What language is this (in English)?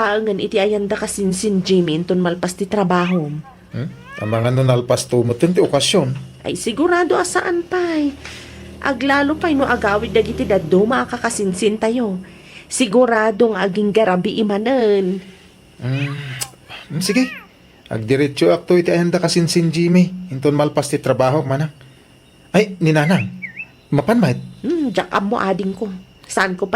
Iloko